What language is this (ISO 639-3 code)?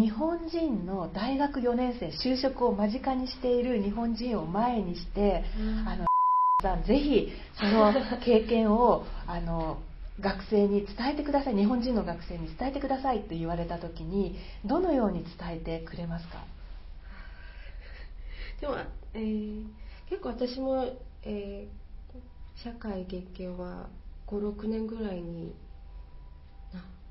jpn